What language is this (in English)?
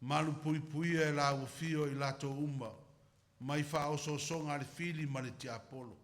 Samoan